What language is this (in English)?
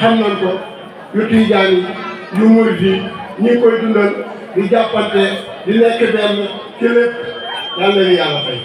Wolof